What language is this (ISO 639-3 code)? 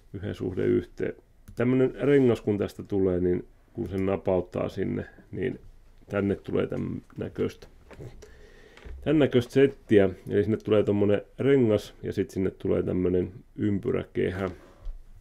fin